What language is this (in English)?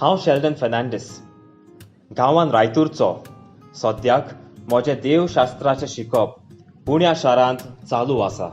Konkani